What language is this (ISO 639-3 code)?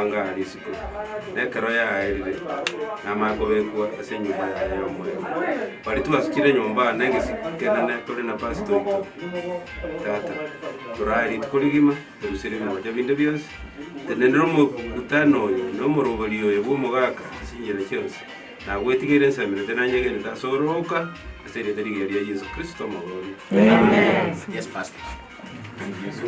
guz